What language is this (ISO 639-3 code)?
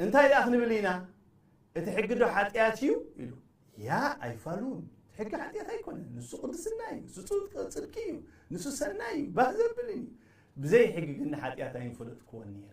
tir